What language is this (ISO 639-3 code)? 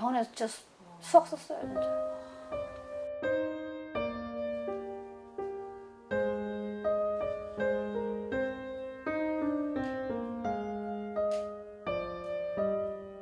kor